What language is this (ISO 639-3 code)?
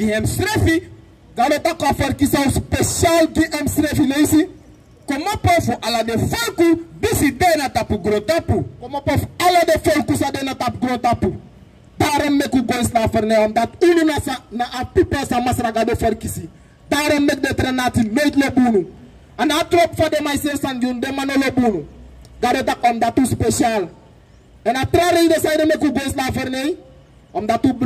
srn